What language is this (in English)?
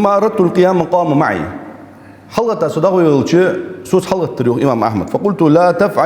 Ingush